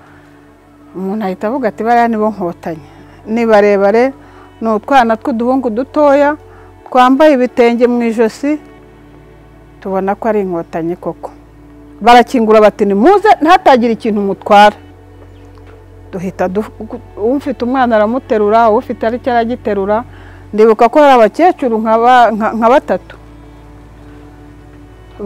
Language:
Kinyarwanda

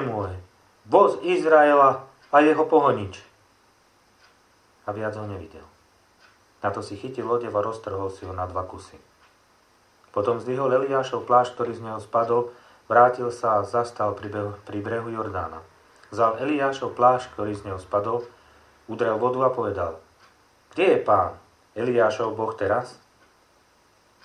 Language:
Slovak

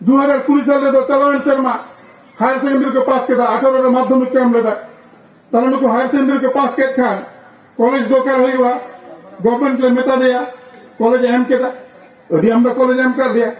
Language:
Santali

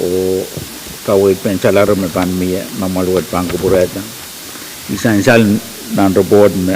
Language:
Pohnpeian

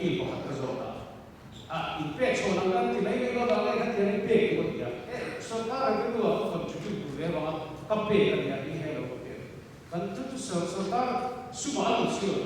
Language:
Mizo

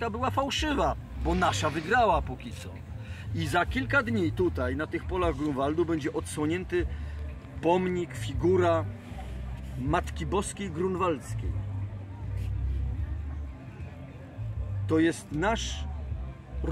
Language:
Polish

